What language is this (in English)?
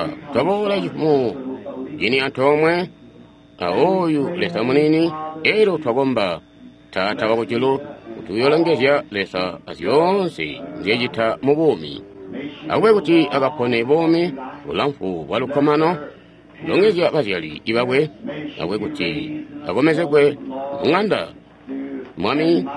Tonga (Zambia)